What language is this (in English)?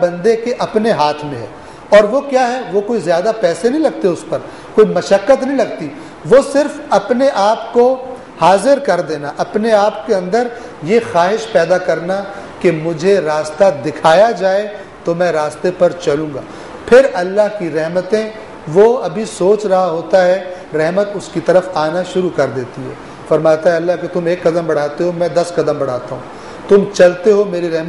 Urdu